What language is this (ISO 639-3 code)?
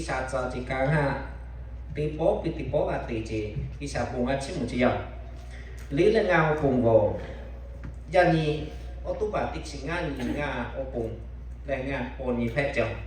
lhu